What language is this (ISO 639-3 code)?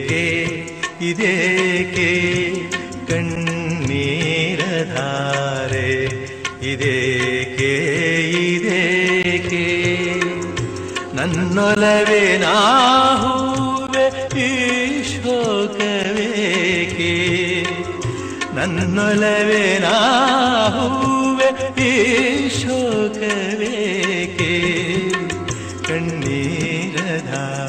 kan